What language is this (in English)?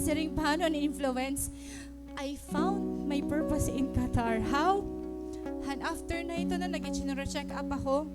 Waray